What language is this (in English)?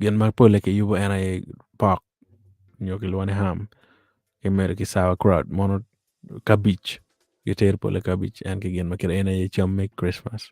Acoli